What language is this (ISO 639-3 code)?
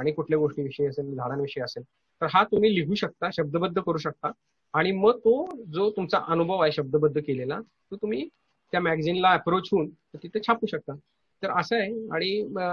mar